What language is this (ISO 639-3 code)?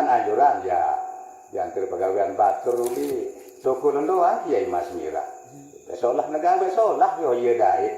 sas